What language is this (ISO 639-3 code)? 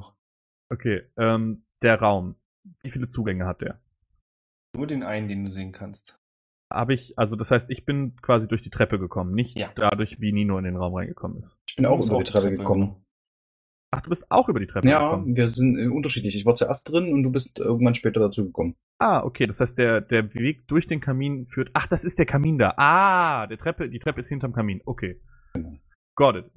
deu